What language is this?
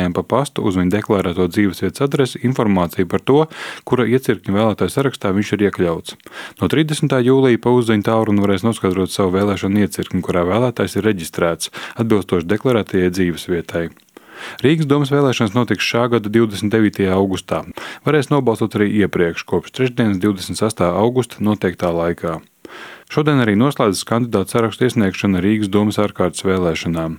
Latvian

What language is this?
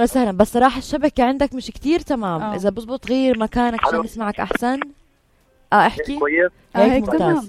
North Levantine Arabic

